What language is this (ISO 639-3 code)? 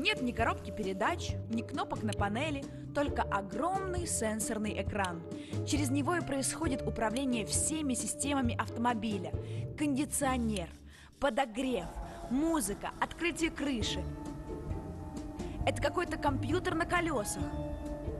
rus